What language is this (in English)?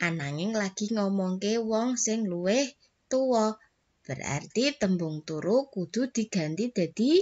Javanese